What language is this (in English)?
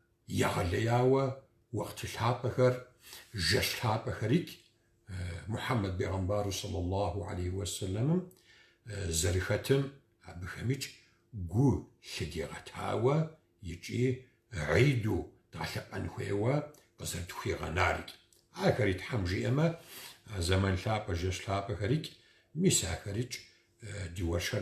Kabardian